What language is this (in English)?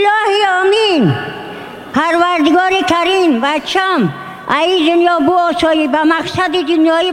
Tajik